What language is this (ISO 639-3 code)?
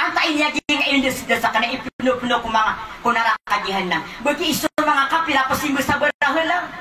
mrw